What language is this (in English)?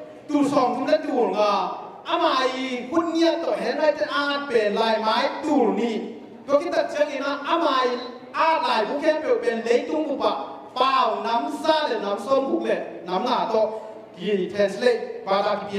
Tedim Chin